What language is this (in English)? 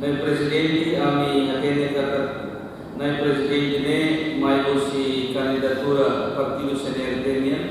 Tetum